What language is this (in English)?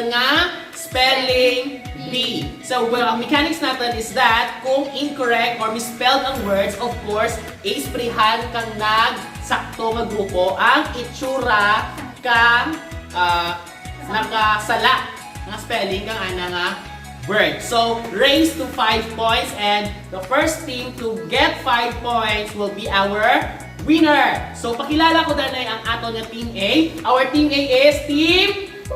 Hiligaynon